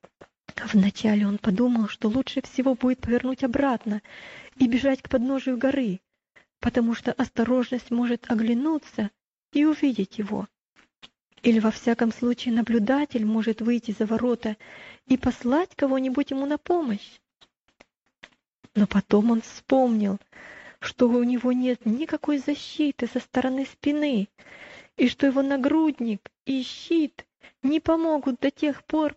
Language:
Russian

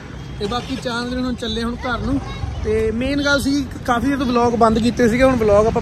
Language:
Punjabi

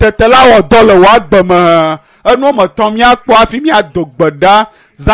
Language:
Ewe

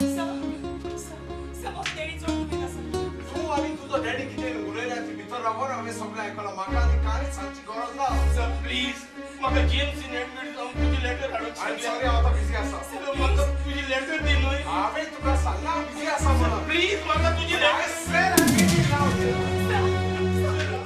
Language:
Konkani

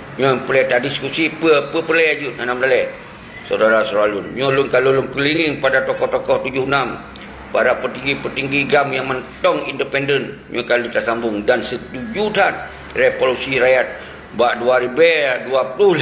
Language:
Achinese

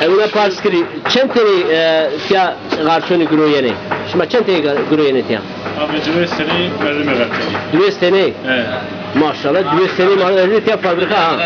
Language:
Zaza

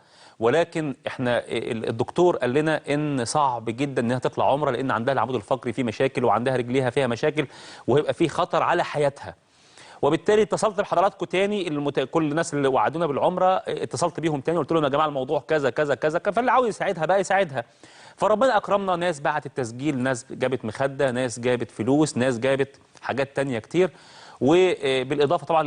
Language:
Egyptian Arabic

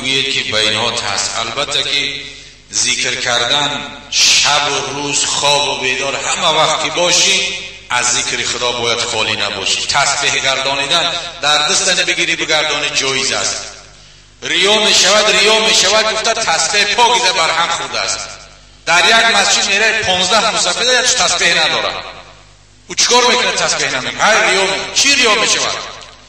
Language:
Tajik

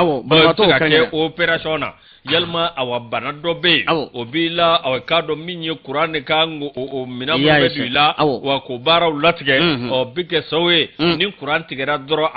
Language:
Bambara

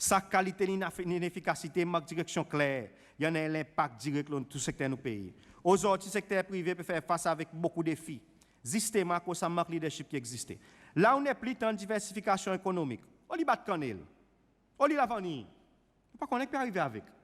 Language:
Seselwa Creole French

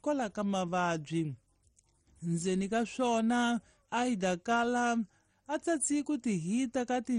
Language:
Tsonga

